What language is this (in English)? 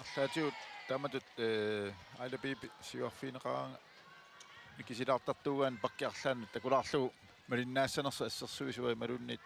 Kalaallisut